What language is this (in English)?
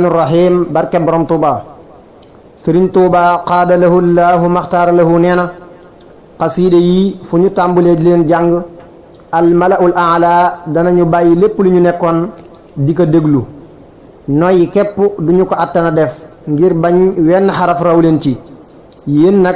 Wolof